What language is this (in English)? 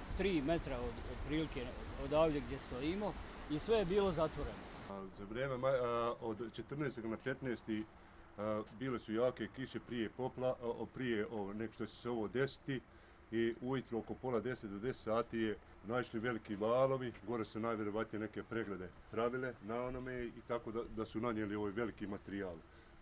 Bosnian